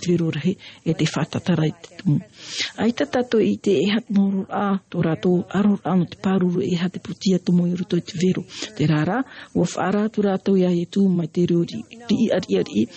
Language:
Tahitian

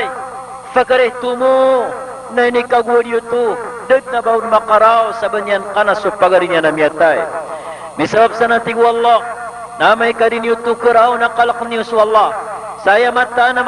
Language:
Maranao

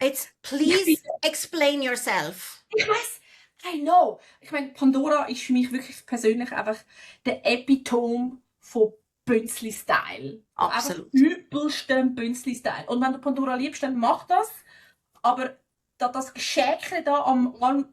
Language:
Swiss German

